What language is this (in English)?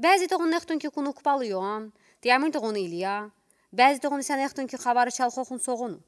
Udi